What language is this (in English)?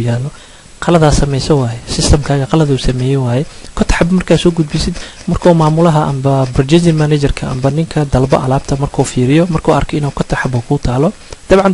Somali